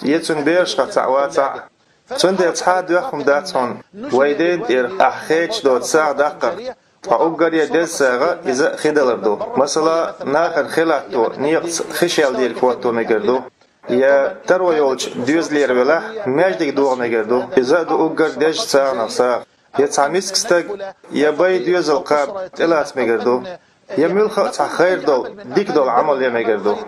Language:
Chechen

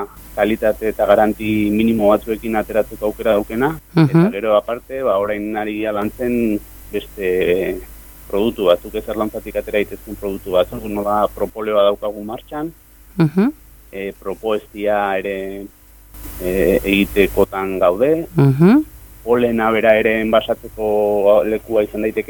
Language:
Basque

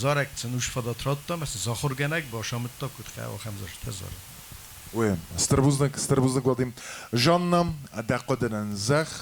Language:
Ossetic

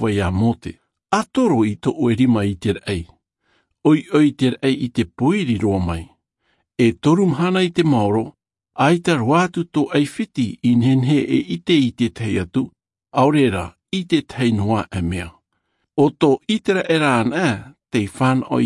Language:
Tahitian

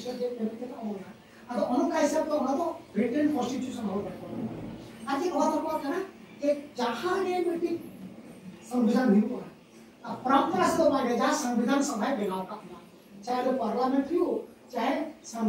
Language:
Santali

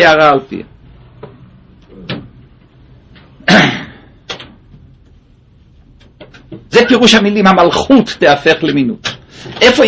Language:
Hebrew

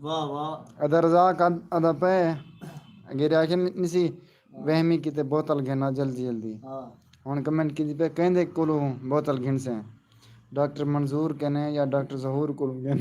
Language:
Saraiki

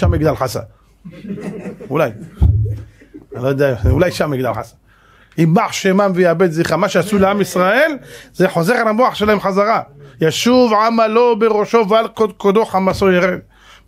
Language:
Hebrew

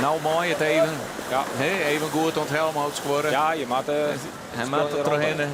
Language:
Western Frisian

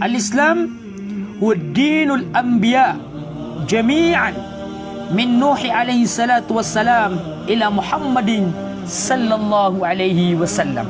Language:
Maranao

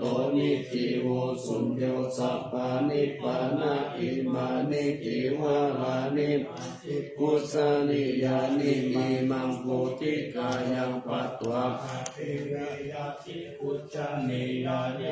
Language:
Pali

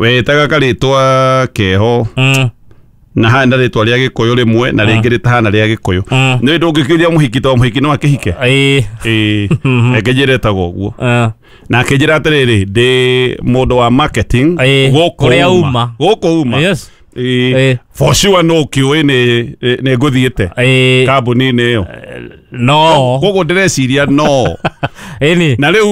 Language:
Kikuyu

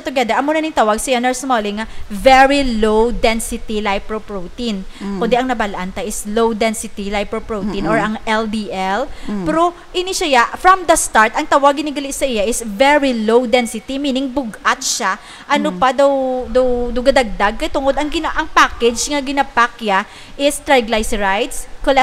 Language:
Hiligaynon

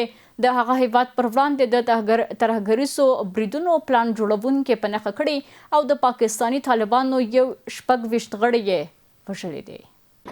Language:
Pashto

